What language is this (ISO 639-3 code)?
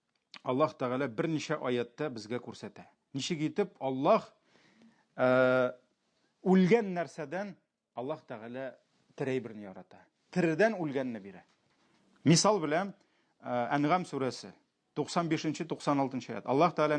tat